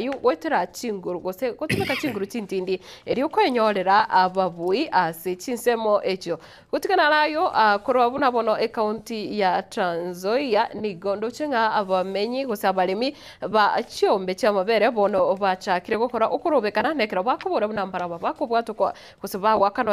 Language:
Gusii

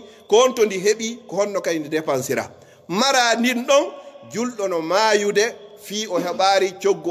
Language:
Pular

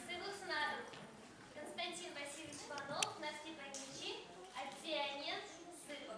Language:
Chuvash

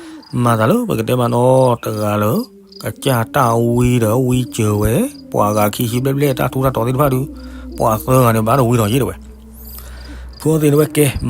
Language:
S'gaw Karen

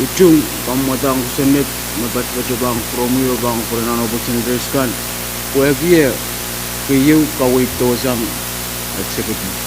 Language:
Pohnpeian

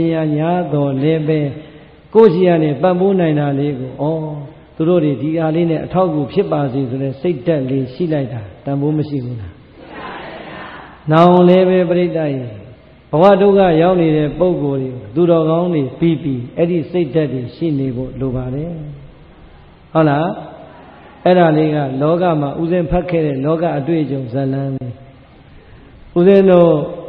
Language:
Burmese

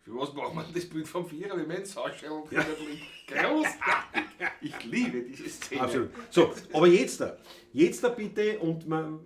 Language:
Bavarian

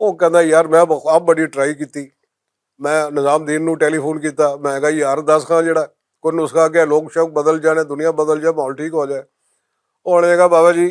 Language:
Western Panjabi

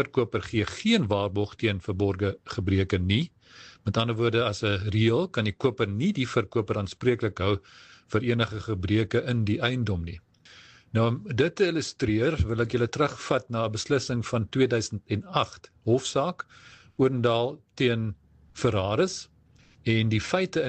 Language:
Afrikaans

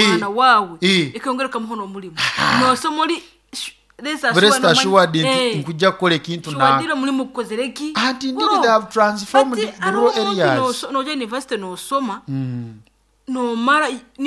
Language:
Nyoro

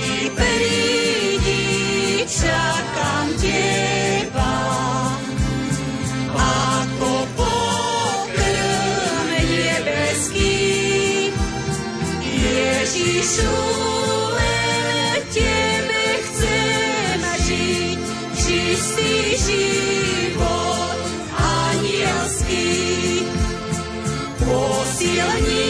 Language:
Slovak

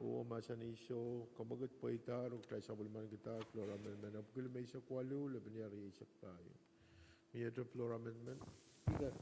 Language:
Pohnpeian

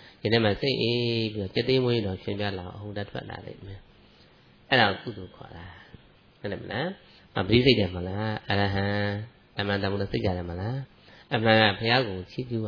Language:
Burmese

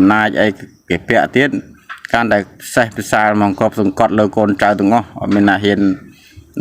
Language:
Khmer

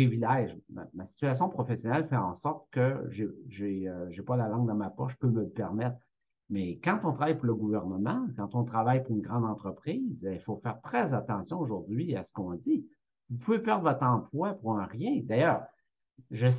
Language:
French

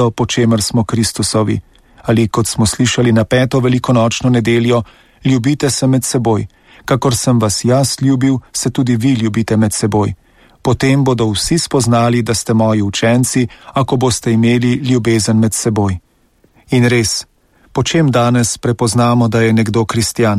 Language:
Slovenian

